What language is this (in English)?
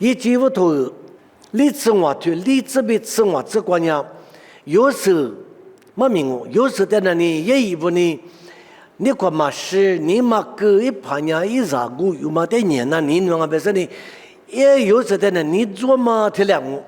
Lisu